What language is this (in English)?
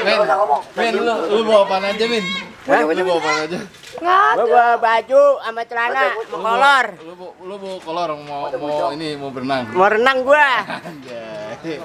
Betawi